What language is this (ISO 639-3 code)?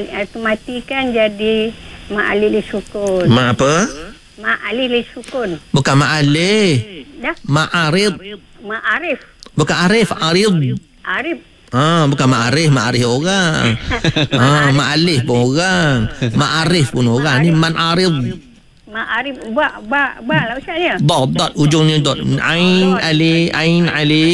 msa